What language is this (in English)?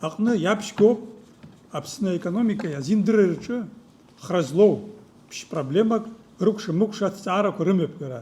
Abkhazian